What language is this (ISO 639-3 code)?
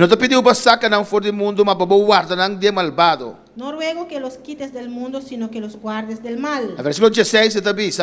pap